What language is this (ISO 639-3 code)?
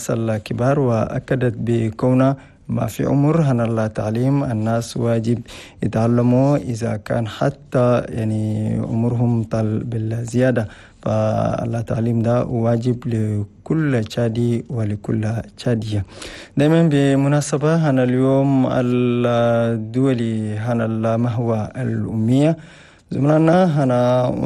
shu